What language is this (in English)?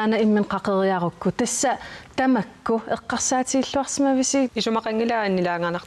Kalaallisut